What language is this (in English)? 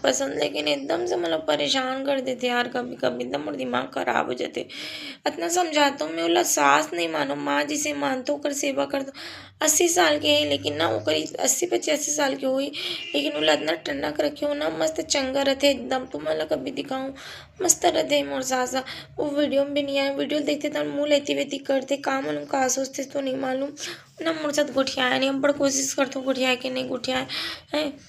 Chhattisgarhi